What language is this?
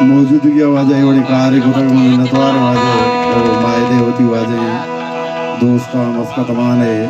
Baluchi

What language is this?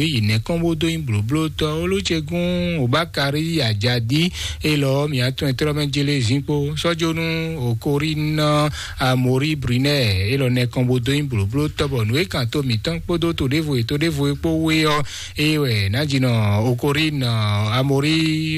Fon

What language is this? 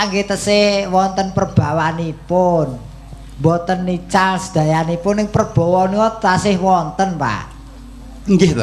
Javanese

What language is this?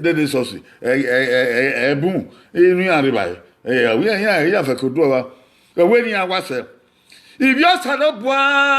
Bini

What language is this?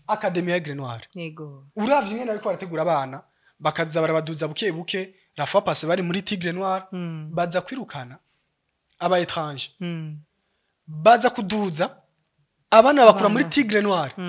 Rundi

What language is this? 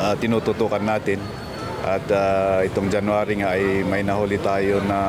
Bikol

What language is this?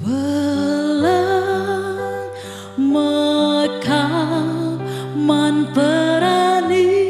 Batak Karo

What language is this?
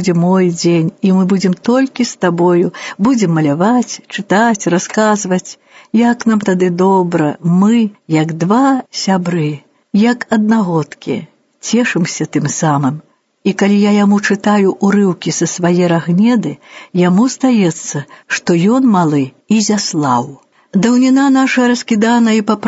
Belarusian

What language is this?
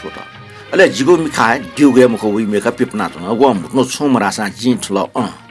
Newari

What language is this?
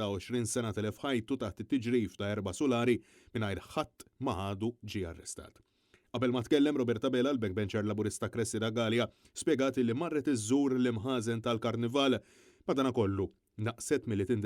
Maltese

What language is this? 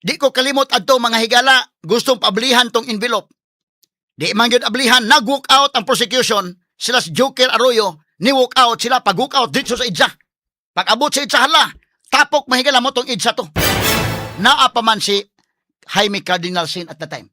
Cebuano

